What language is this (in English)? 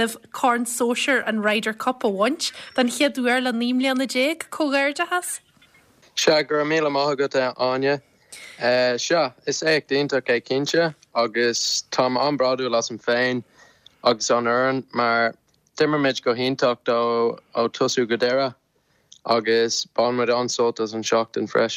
Irish